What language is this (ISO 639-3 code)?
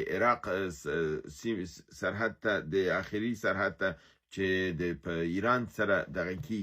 pus